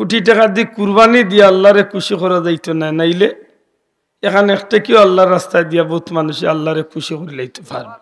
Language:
Sylheti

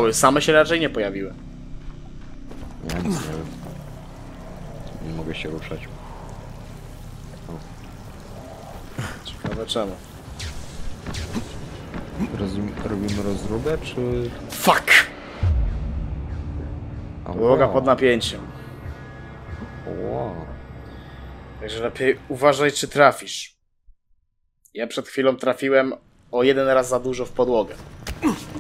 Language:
Polish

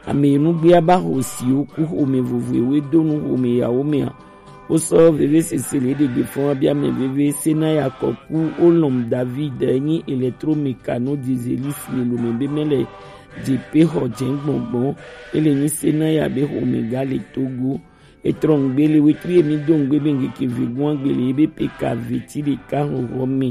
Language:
Gen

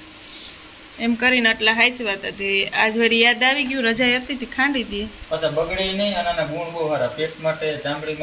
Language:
Gujarati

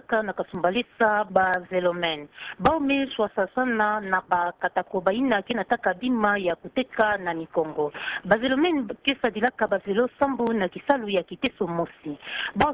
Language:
Kituba (Democratic Republic of Congo)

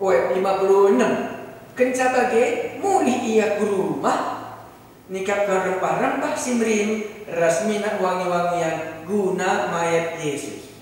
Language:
Batak Karo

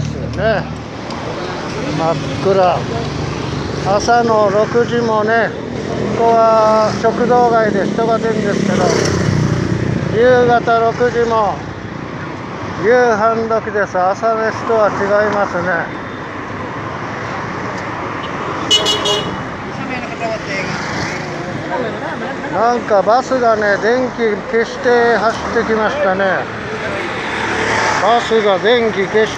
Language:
Japanese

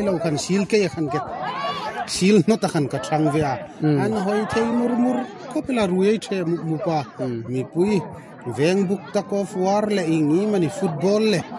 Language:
Hmar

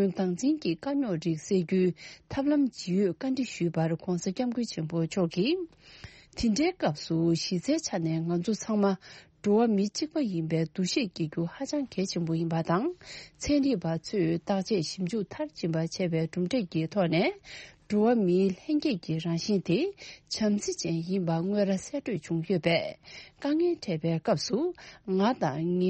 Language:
Tibetan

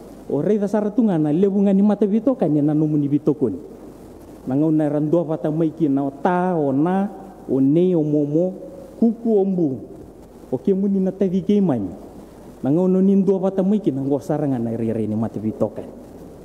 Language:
Fijian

